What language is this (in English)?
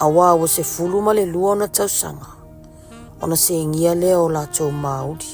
Samoan